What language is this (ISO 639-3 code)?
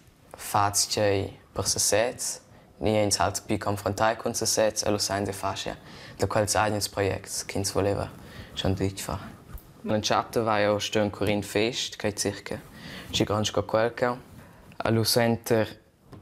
roh